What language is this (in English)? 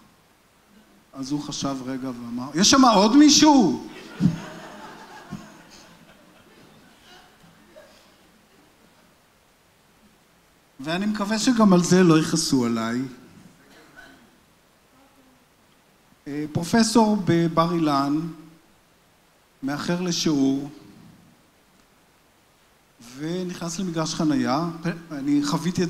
Hebrew